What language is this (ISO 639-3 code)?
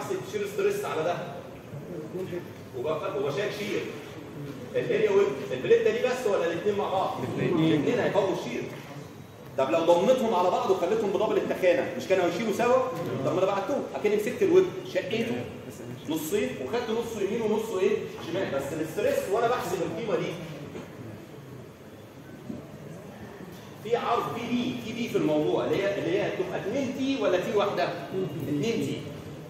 arz